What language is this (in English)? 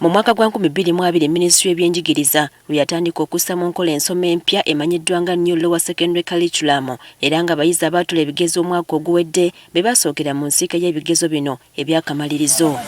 Ganda